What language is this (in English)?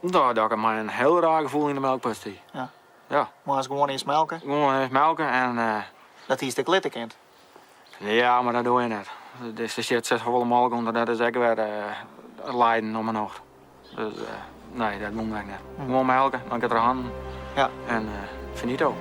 Western Frisian